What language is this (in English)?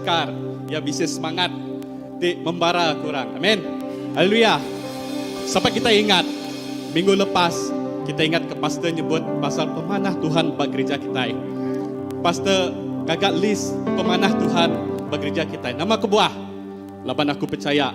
Iban